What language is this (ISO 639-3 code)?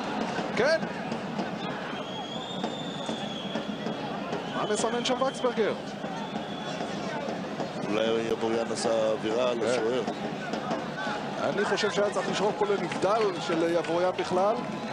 heb